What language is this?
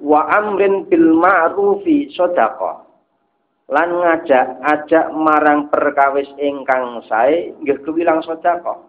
Javanese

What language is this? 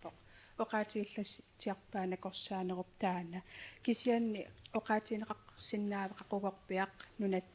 Kalaallisut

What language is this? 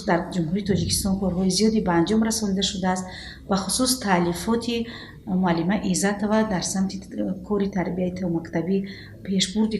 Tajik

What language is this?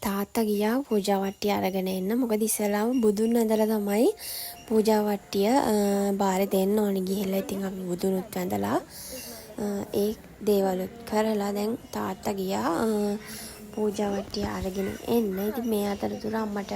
Sinhala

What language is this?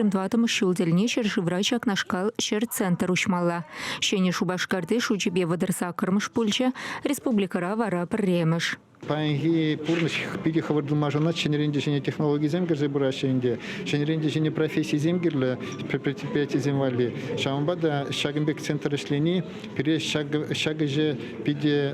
Chuvash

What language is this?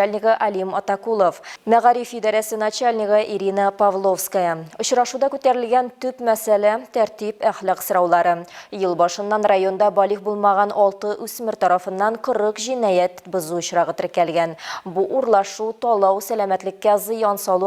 Tatar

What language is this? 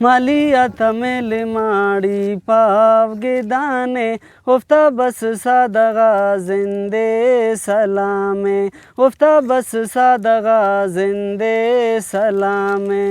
Brahui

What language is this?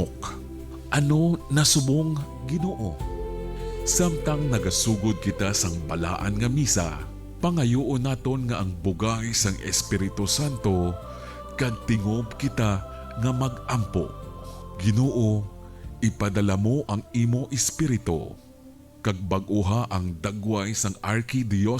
Hiligaynon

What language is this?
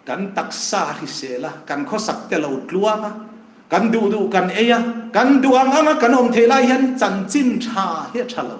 Hmar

